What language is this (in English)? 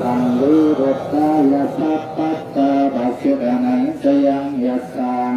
Pali